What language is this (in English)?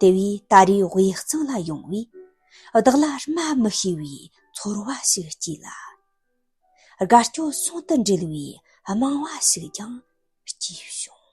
Tibetan